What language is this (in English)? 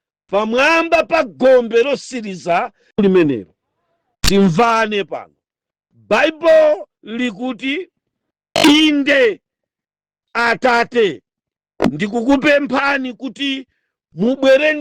Nyanja